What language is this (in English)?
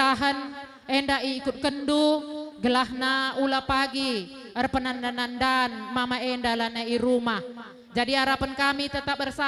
Batak Karo